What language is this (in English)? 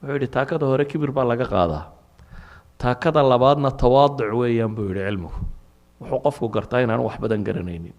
Somali